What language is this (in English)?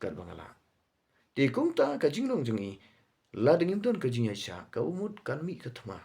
Khasi